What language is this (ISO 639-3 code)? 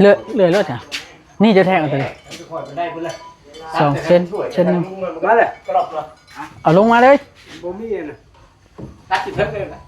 tts